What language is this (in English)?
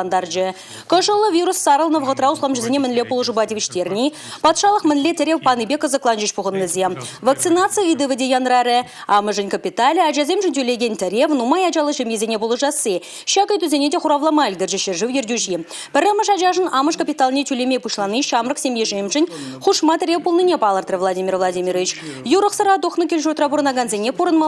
Chuvash